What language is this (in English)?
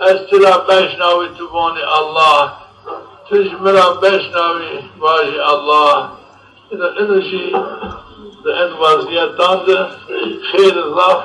Zaza